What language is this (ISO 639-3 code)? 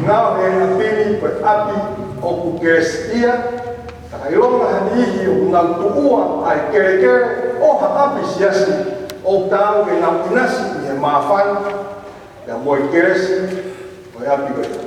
ton